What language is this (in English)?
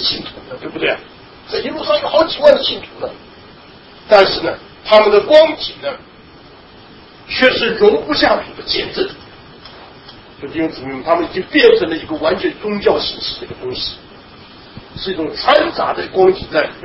Chinese